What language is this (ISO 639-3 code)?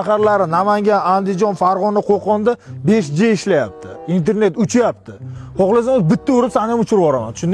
uzb